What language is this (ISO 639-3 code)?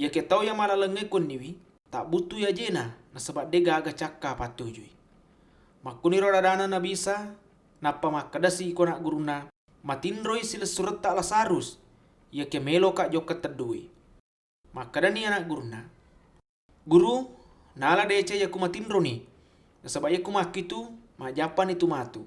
bug